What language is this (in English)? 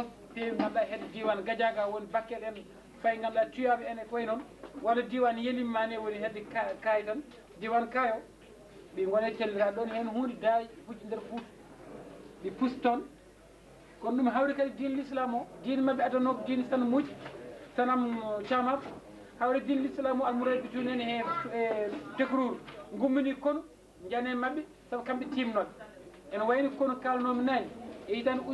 Fula